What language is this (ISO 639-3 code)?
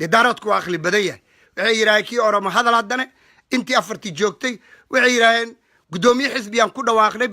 som